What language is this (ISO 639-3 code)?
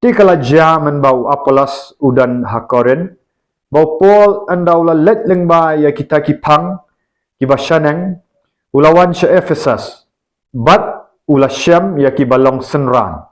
kha